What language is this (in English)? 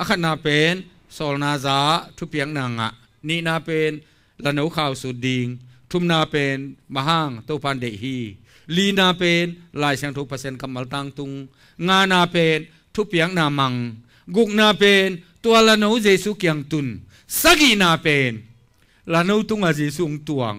Tedim Chin